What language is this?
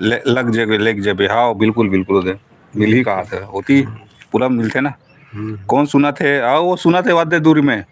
Chhattisgarhi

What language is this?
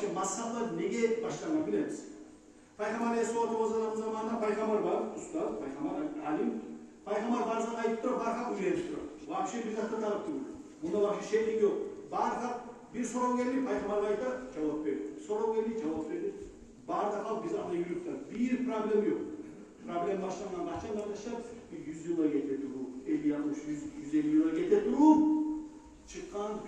Kumyk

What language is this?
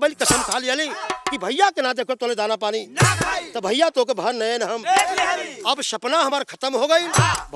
Bhojpuri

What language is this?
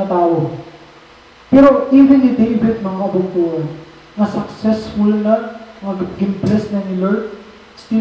Waray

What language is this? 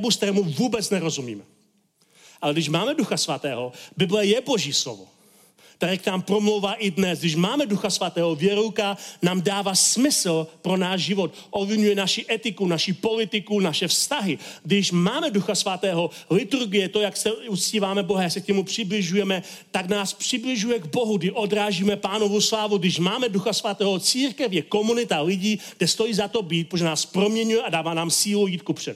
Czech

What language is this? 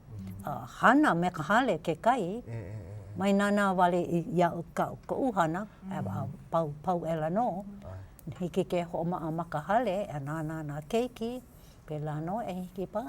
Hawaiian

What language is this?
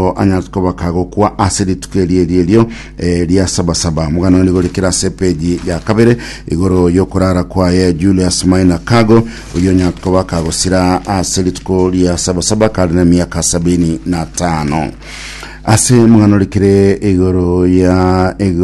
Gusii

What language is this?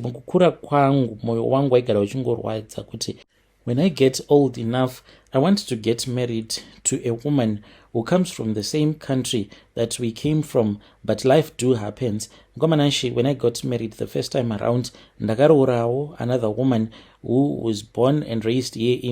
Shona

